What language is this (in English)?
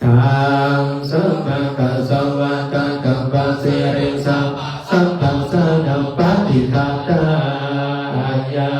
Pali